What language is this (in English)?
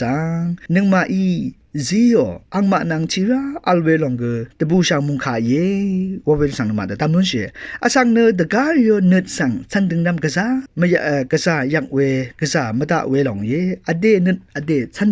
Rawang